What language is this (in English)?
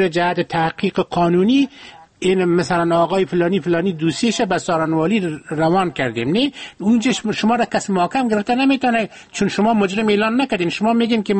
Persian